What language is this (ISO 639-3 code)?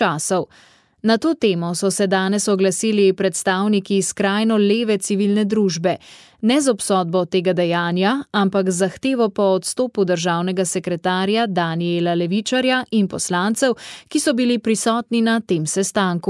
slv